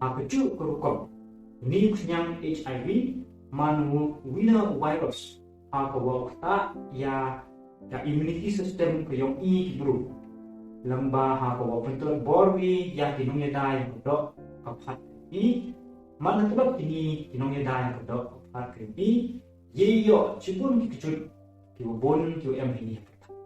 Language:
Pnar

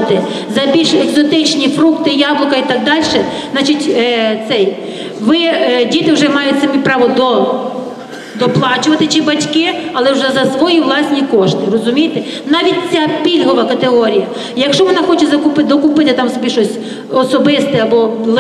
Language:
Ukrainian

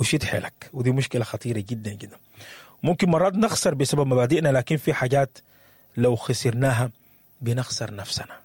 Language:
Sudanese Arabic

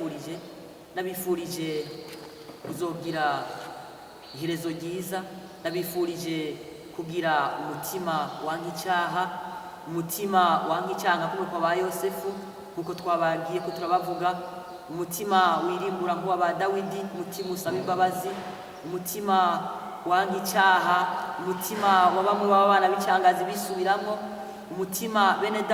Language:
Rundi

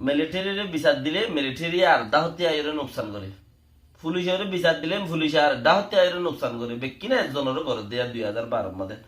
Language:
Rohingya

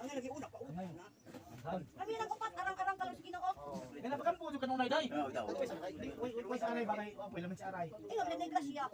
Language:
Cebuano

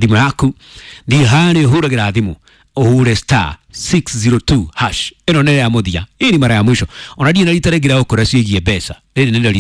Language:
Kikuyu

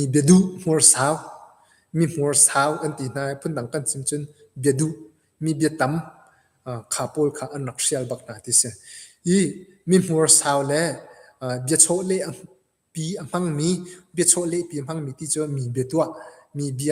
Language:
Hakha Chin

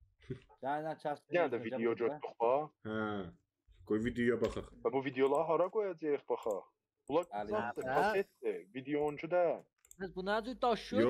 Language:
South Azerbaijani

